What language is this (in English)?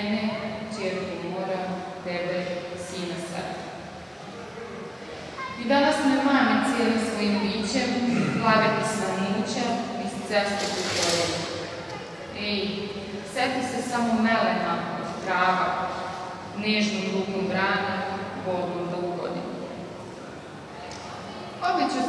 Serbian